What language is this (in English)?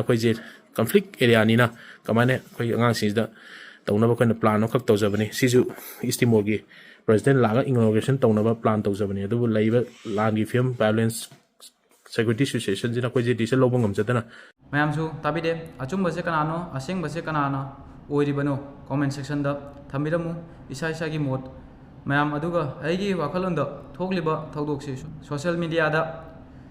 Manipuri